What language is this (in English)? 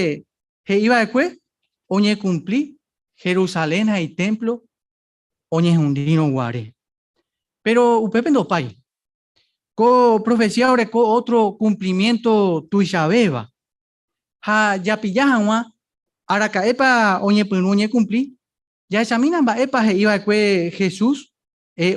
Guarani